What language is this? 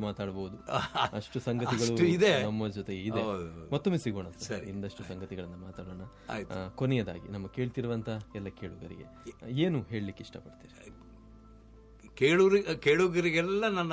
Kannada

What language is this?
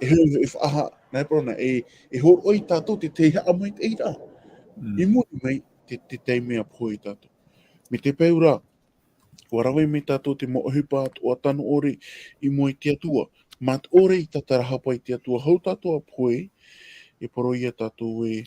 Tahitian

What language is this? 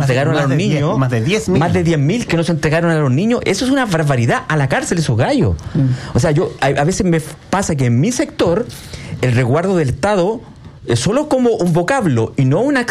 Spanish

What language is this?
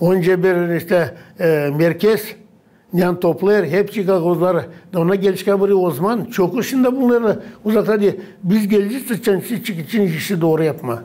Gagauz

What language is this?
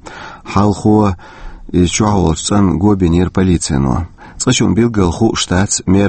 Chechen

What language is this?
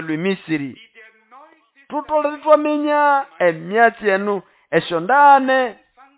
Nande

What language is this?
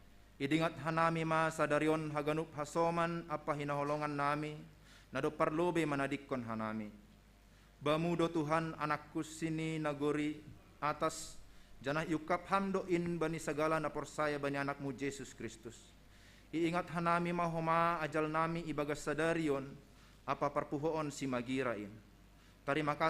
Batak Simalungun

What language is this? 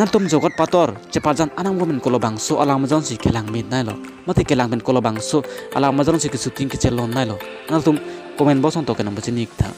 Karbi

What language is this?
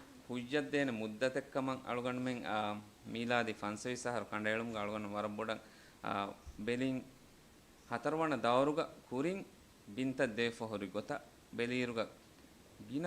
Divehi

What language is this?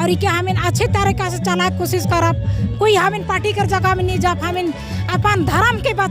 Sadri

